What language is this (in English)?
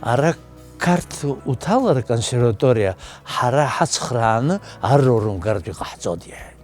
Abkhazian